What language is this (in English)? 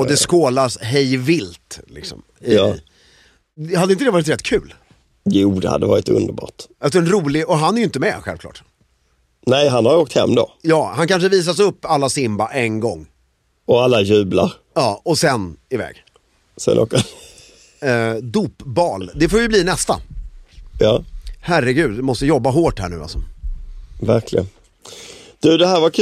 Swedish